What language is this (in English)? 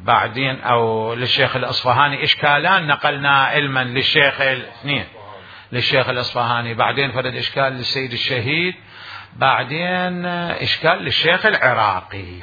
Mesopotamian Arabic